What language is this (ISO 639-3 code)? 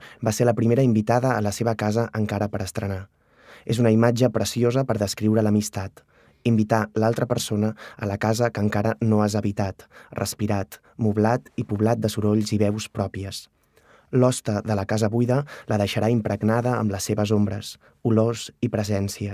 cat